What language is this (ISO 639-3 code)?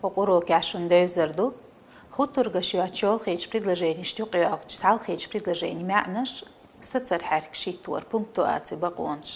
che